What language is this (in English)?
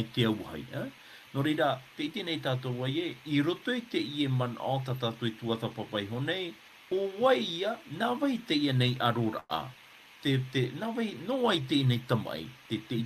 Tahitian